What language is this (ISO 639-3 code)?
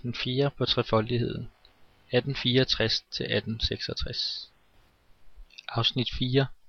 dan